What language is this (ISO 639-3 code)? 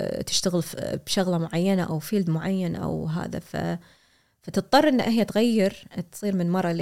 afb